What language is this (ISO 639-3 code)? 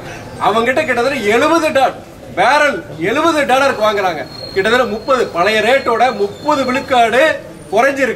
tam